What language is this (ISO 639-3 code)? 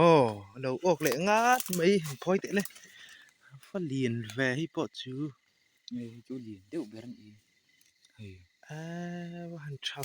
lus